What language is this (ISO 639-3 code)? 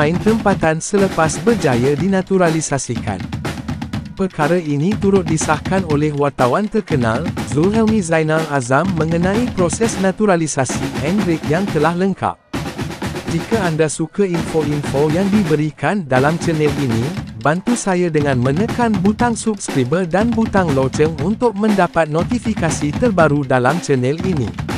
msa